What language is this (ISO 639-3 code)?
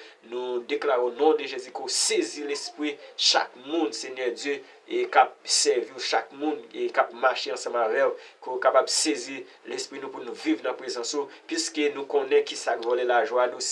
hat